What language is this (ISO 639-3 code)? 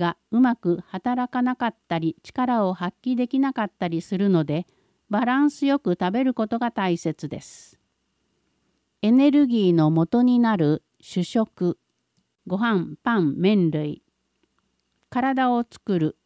jpn